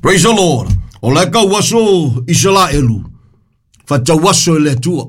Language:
Samoan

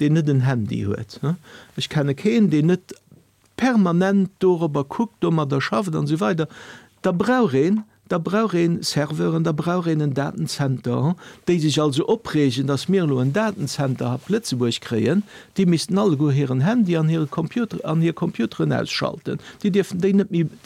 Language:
Luxembourgish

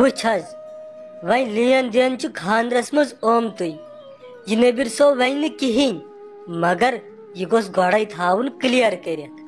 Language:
Kashmiri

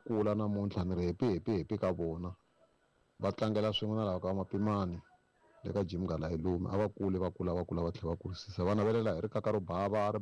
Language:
Tsonga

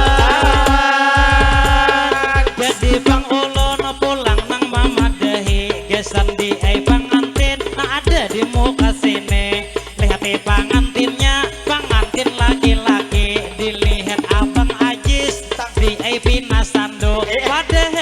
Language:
Banjar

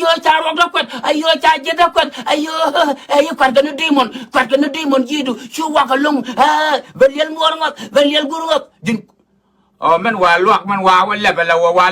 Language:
Nuer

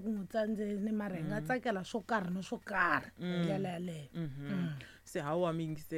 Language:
Tsonga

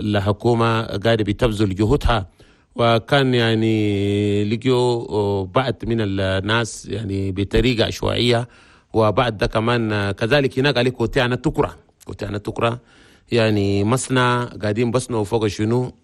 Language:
Chadian Arabic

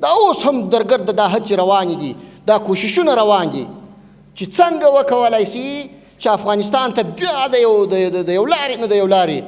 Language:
Pashto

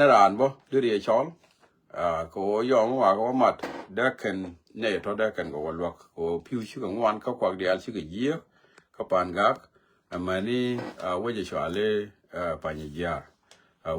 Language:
Nuer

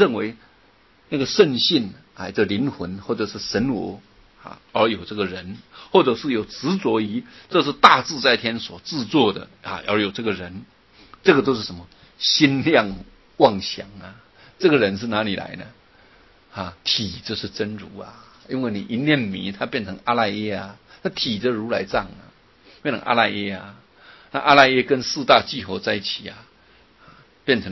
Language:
Chinese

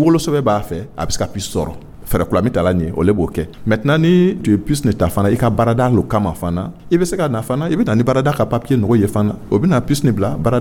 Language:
Dyula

